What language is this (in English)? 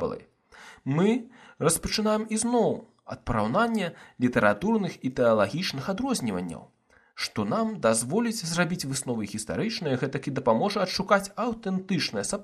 Belarusian